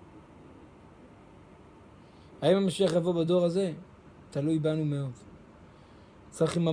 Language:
Hebrew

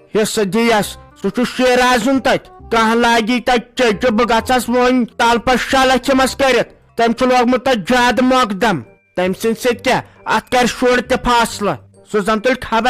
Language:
Kashmiri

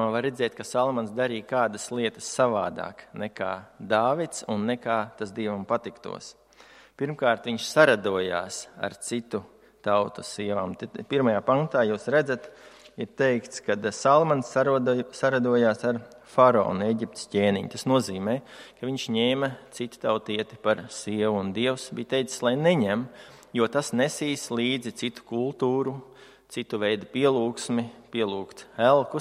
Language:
Latvian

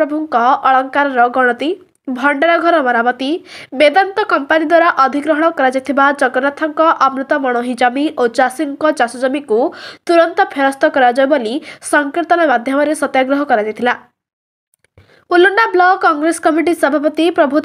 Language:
Odia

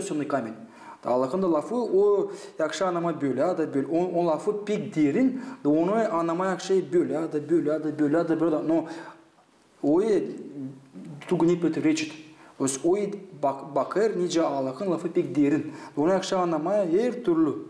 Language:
Gagauz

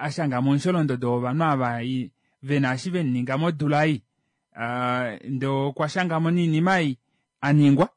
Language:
Kuanyama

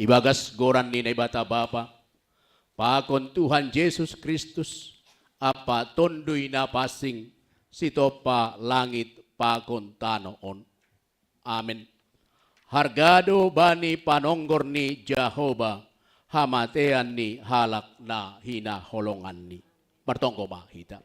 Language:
Batak Simalungun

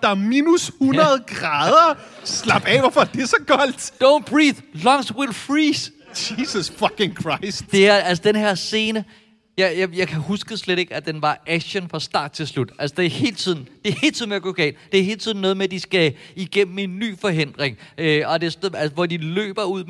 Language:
Danish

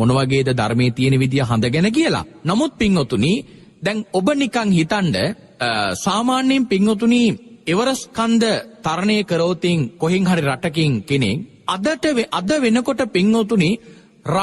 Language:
Sinhala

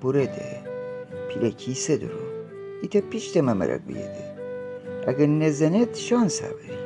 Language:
Gilaki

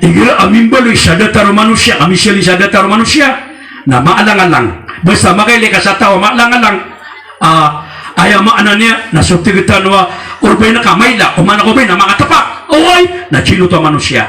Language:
Maranao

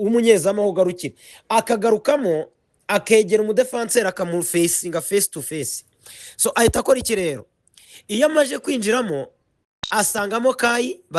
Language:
Kinyarwanda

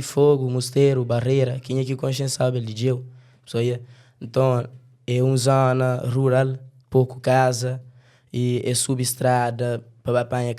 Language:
Kabuverdianu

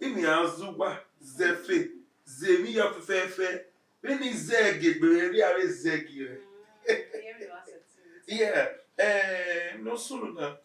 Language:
Bini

